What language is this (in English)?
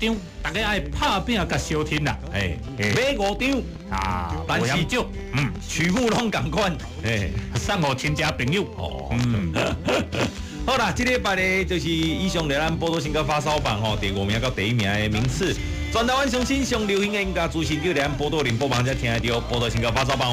Min Nan Chinese